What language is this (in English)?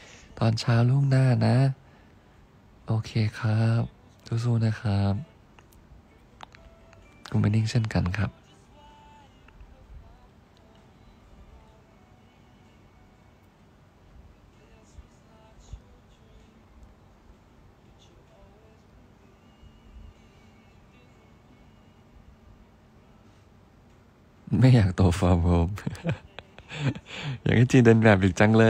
Thai